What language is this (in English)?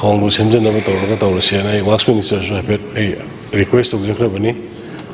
Manipuri